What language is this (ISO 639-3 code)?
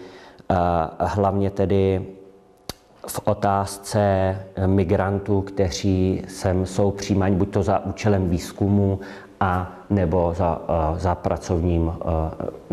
ces